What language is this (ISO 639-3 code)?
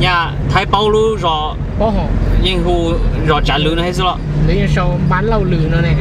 hmn